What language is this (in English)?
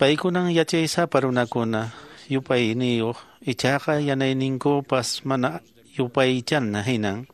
Quechua